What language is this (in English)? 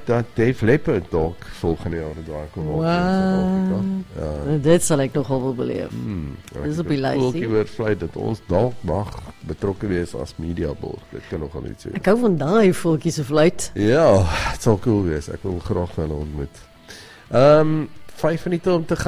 Afrikaans